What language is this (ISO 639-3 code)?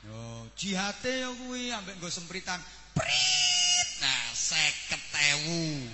jav